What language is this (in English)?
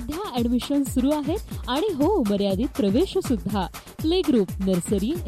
Marathi